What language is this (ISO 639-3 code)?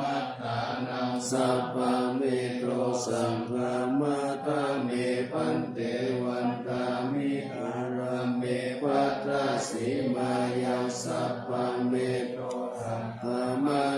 pli